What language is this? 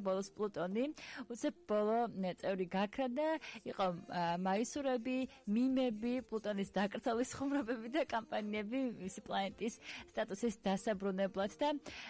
Georgian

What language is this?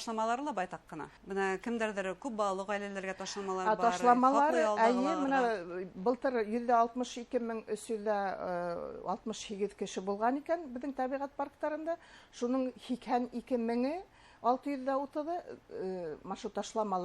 Bashkir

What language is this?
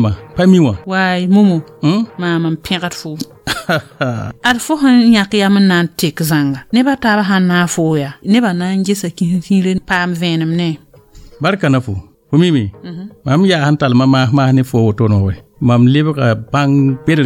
Mossi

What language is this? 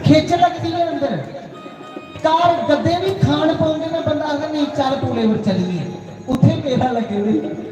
Dogri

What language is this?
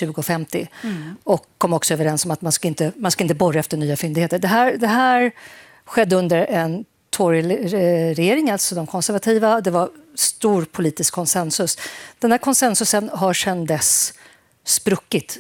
Swedish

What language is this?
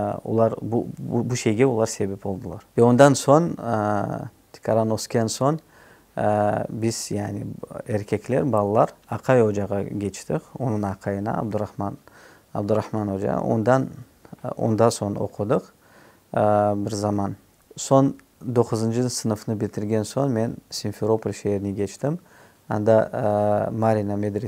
Crimean Tatar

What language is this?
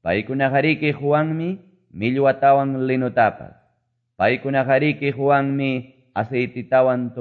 Quechua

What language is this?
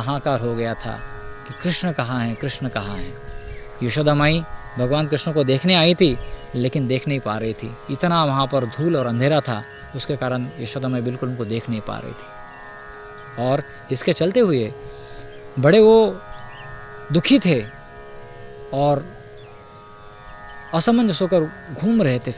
Hindi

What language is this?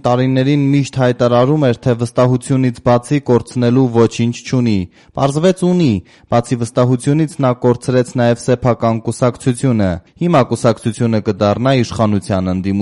Armenian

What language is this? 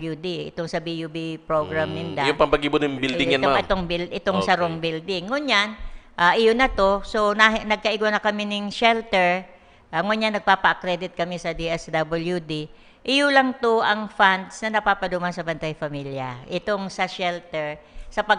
Bikol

